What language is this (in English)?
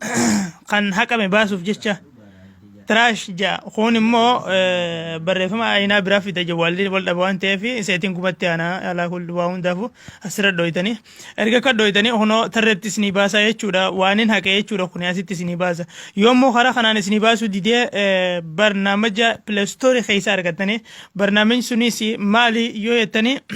Oromo